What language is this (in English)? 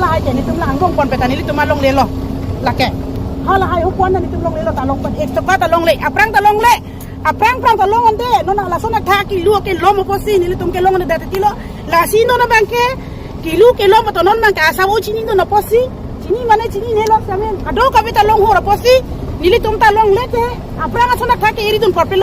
Karbi